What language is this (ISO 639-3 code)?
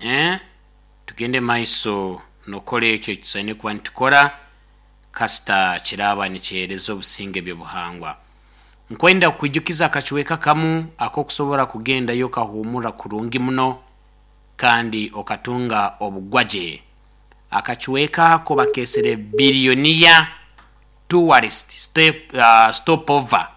nyo